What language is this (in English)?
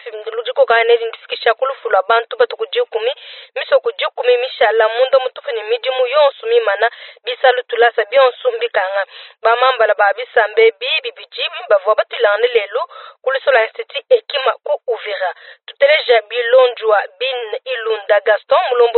Luba-Lulua